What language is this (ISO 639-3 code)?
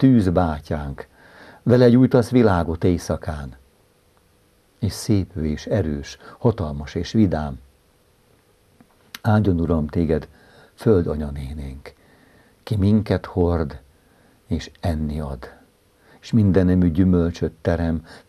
hun